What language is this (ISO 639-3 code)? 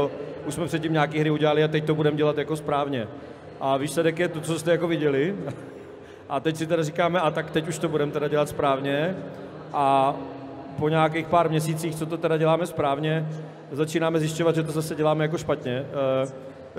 ces